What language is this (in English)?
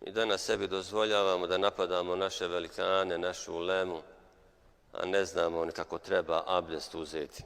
Bosnian